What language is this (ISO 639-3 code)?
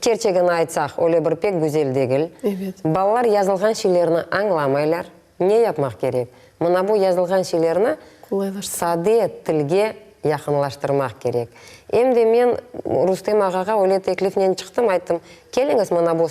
crh